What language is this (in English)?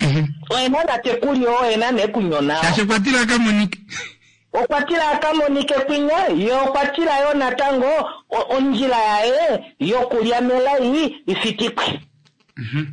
Kuanyama